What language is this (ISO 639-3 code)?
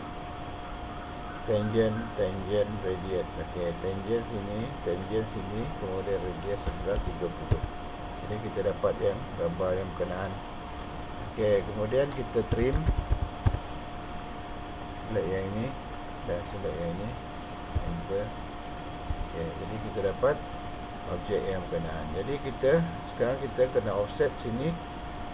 msa